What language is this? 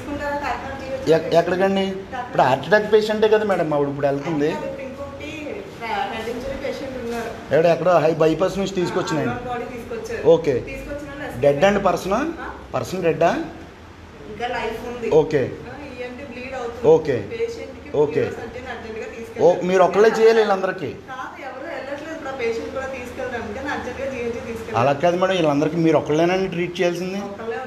Telugu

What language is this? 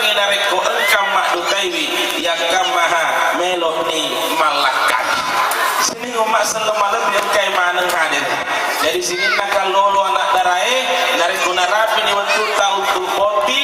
Buginese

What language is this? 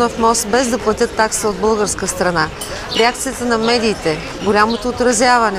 Bulgarian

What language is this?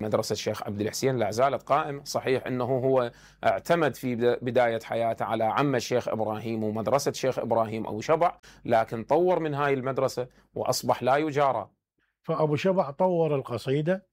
Mesopotamian Arabic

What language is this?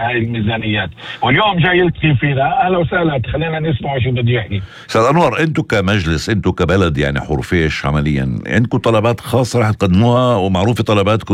North Levantine Arabic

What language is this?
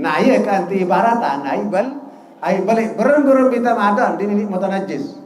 Sasak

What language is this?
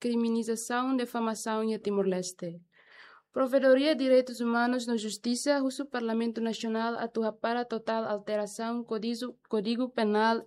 Tetum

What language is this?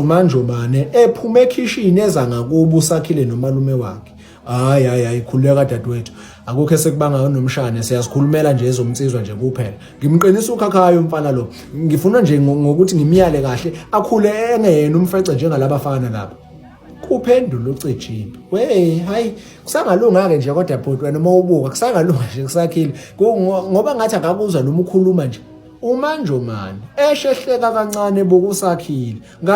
Zulu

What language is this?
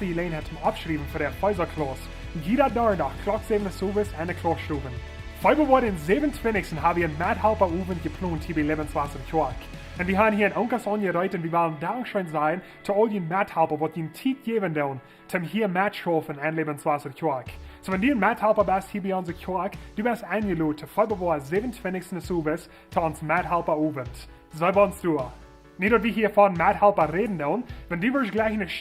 Plautdietsch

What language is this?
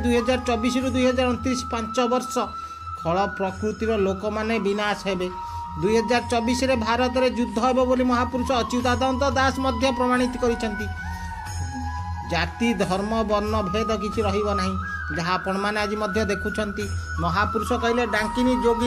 Odia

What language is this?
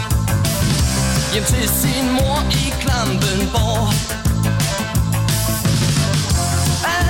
Danish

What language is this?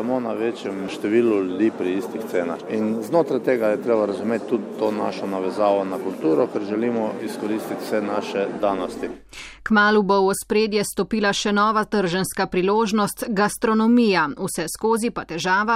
Slovenian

